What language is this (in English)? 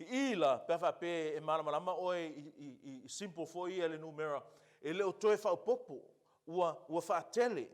Samoan